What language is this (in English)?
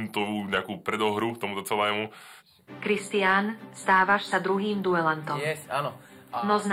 Slovak